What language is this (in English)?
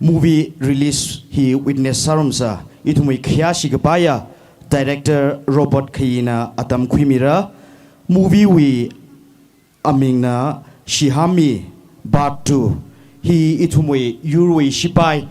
Tangkhul Naga (India)